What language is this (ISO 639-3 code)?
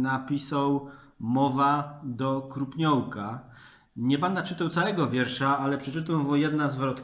szl